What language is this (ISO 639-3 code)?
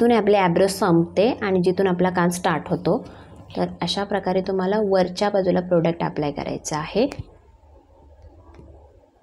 mar